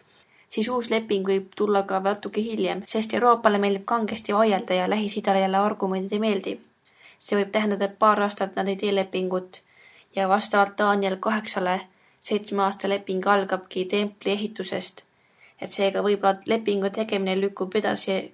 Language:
Estonian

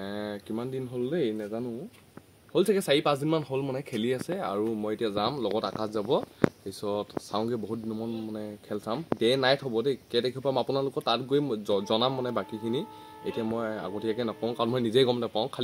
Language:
Assamese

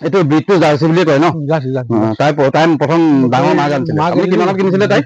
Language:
Assamese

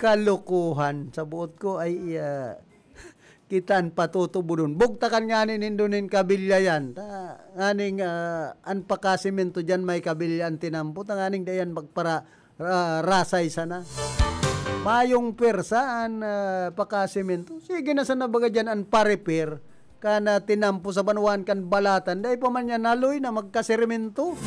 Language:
Bikol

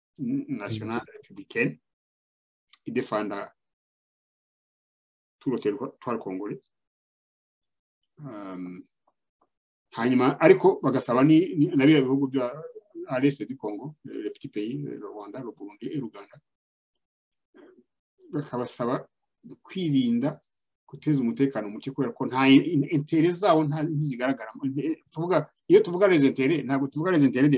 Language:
Kinyarwanda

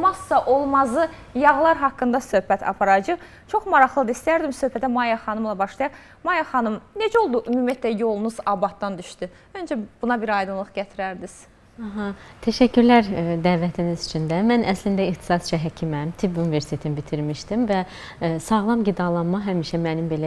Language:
Azerbaijani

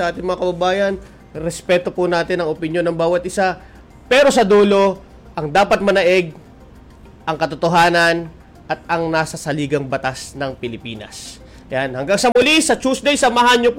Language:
Filipino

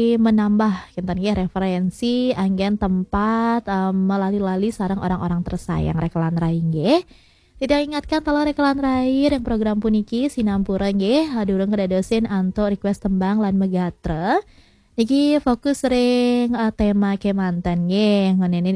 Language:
Balinese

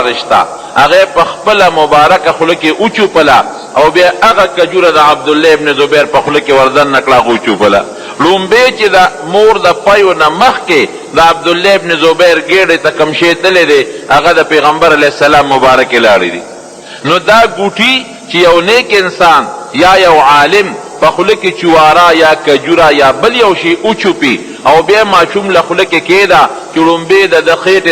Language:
Pashto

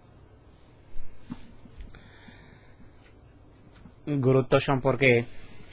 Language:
Bangla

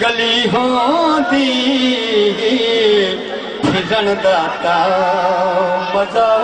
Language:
Saraiki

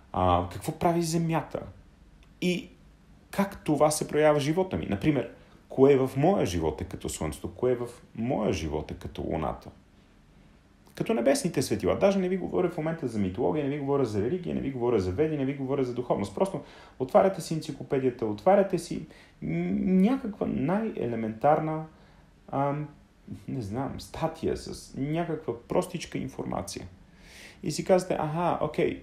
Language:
Bulgarian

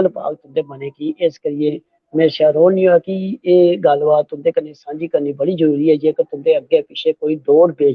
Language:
Dogri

